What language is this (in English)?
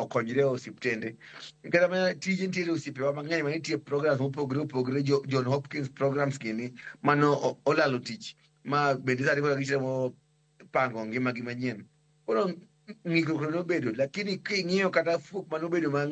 Luo (Kenya and Tanzania)